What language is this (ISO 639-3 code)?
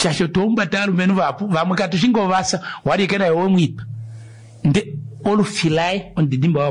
kua